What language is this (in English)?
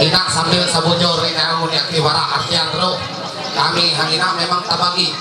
Ma'anyan